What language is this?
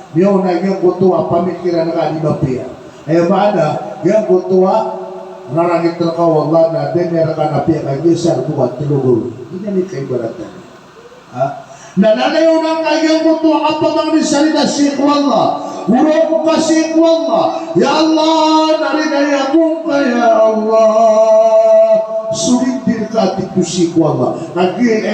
Maranao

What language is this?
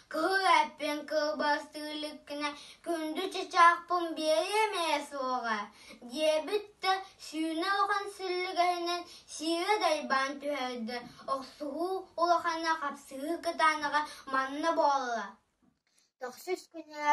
Yakut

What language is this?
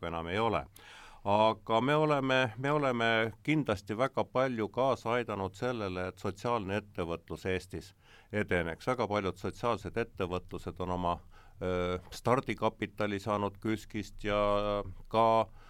Estonian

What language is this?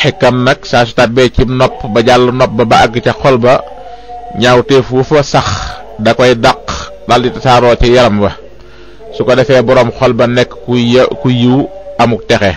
Wolof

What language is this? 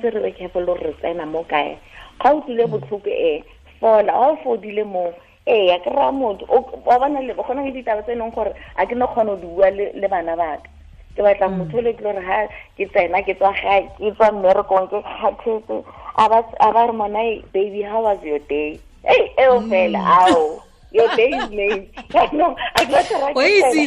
Tswana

